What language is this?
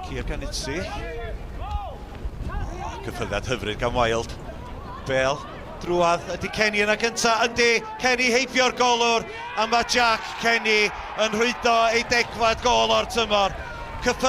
Welsh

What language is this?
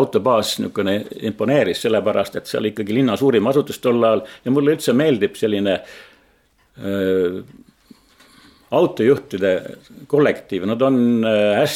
Estonian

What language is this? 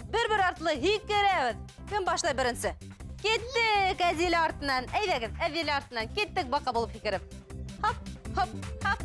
Bashkir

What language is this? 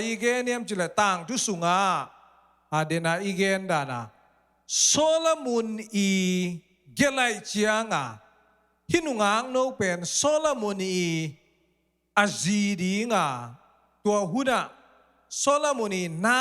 Tedim Chin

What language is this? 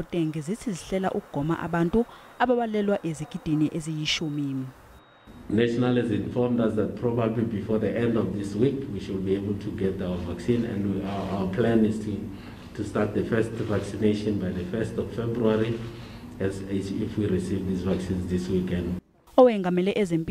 Zulu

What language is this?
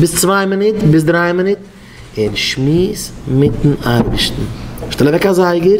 Yiddish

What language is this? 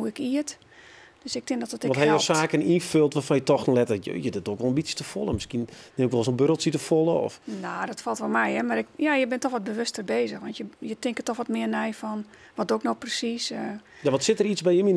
Western Frisian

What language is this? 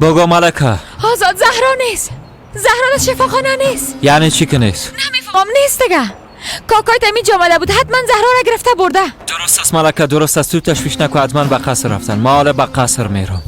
Persian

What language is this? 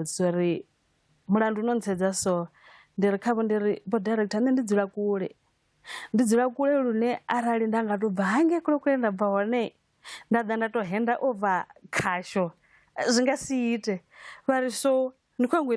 Venda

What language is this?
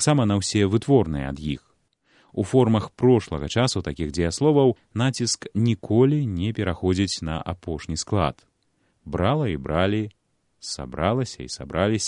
Belarusian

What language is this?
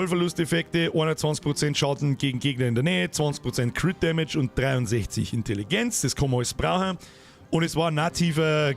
Bavarian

